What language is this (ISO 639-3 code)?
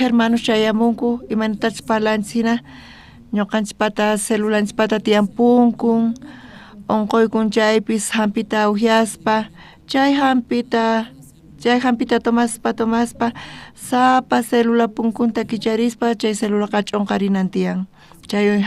quh